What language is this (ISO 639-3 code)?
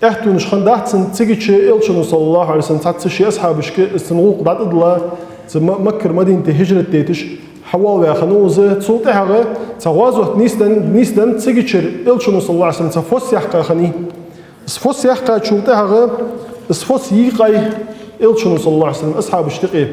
inh